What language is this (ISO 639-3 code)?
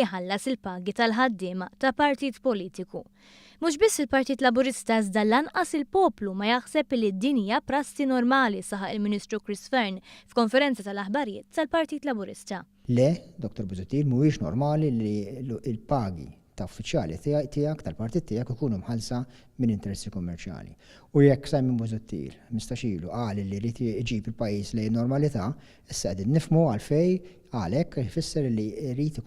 mlt